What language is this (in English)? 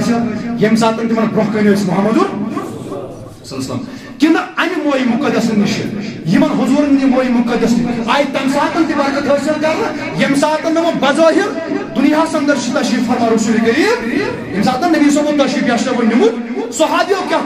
Kashmiri